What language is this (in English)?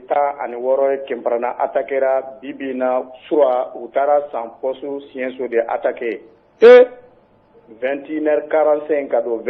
Bambara